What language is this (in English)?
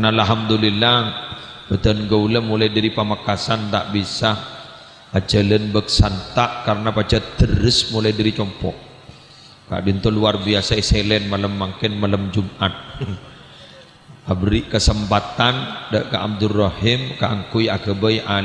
Madurese